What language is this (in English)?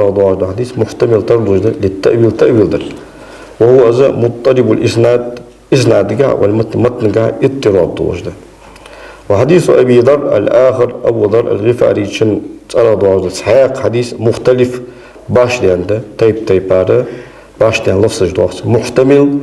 Ingush